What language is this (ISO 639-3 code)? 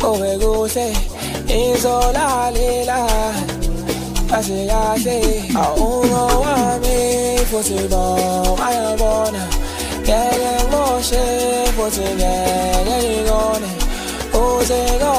zul